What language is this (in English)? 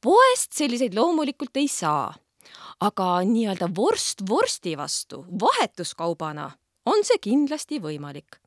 Estonian